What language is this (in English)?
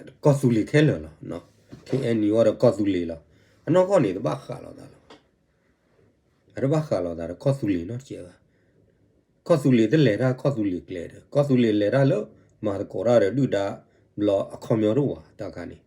S'gaw Karen